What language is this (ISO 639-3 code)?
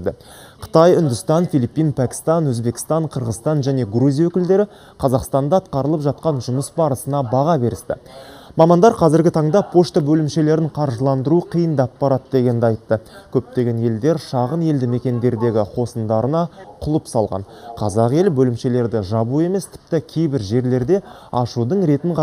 kaz